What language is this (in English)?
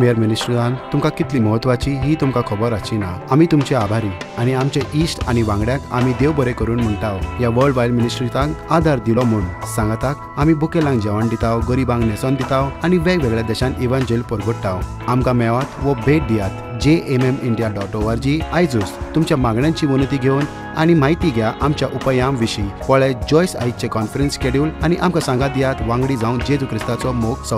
Konkani